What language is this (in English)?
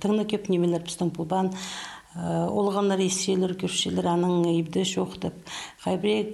Khakas